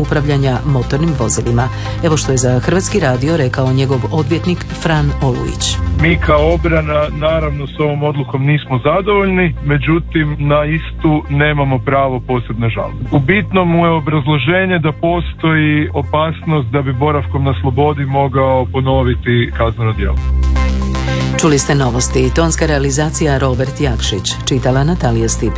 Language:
Croatian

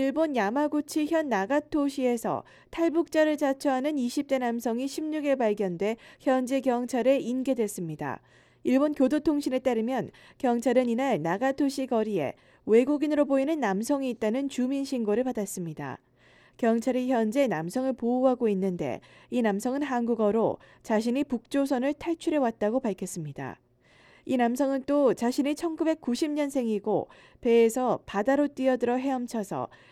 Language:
Korean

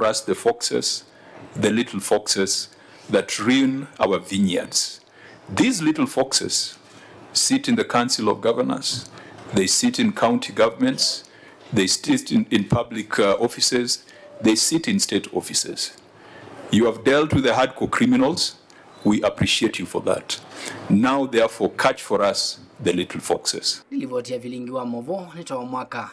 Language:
Kamba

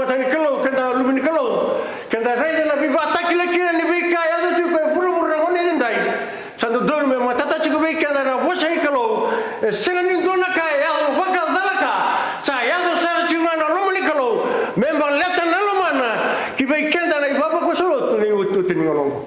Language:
Fijian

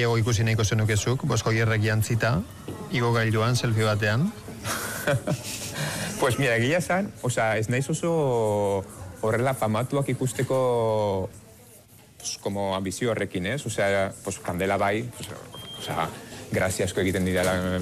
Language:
Basque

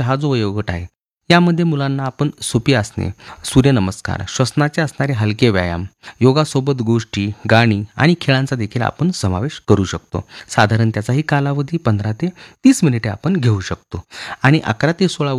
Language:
Marathi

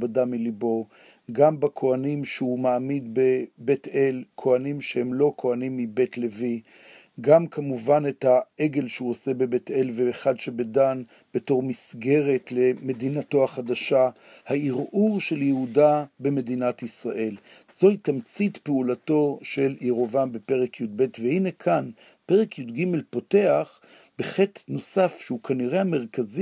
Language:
Hebrew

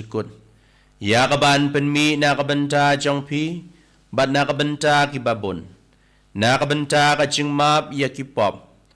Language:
Khasi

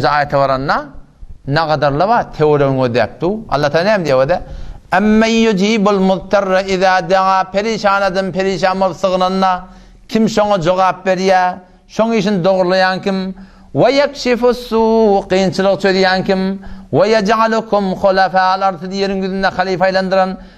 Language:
Turkmen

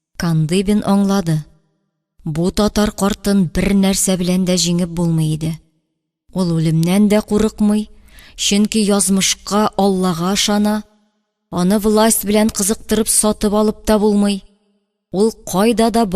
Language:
Tatar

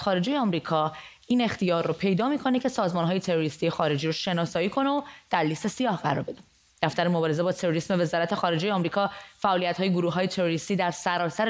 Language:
Persian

